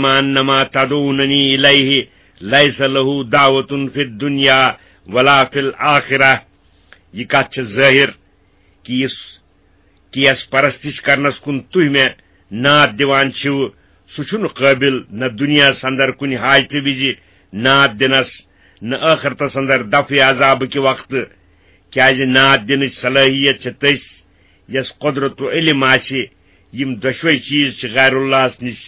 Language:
Kashmiri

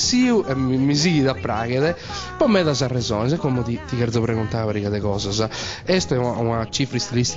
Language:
Sardinian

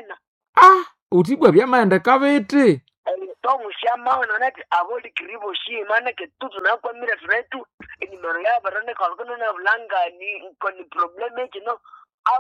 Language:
Nande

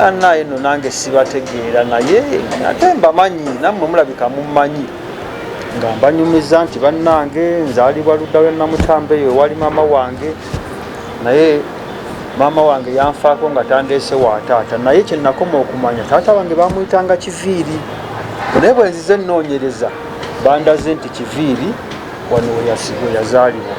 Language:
Ganda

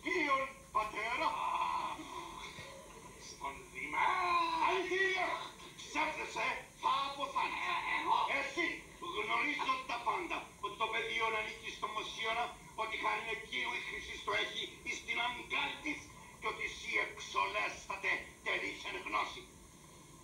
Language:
Greek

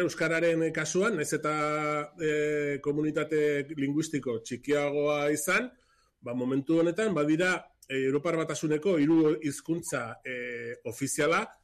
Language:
Basque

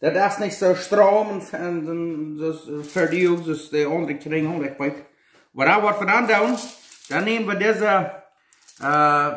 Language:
Plautdietsch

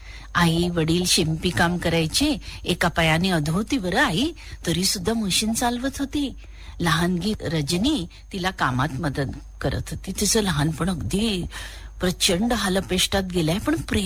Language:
Marathi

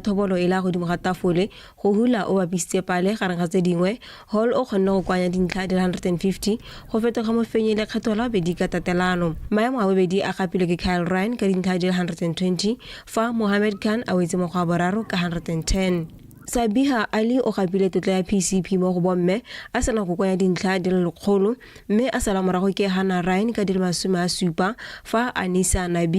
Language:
Tswana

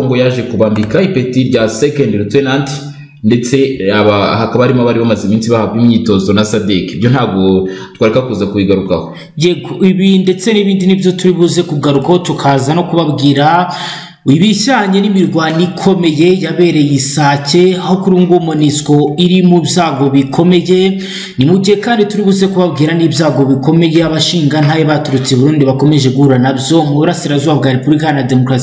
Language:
Kinyarwanda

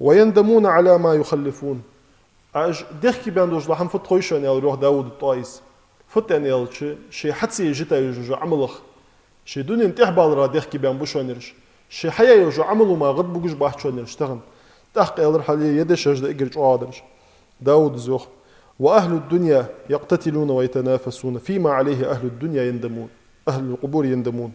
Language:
Ingush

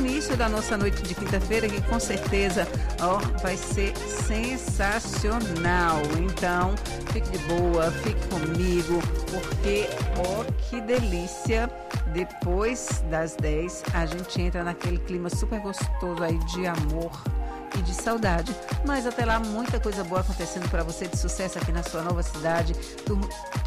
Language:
Portuguese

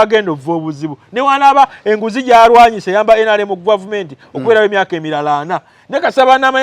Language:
Ganda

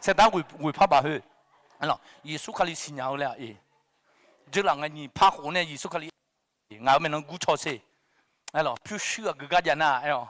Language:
Akha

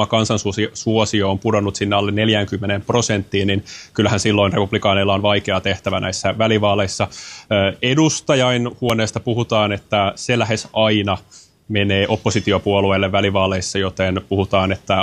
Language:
Finnish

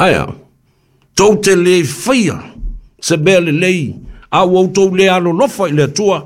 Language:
Samoan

